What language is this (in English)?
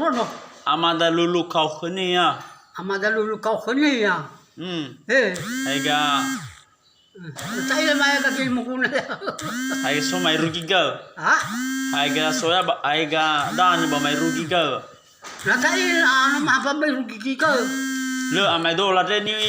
Nias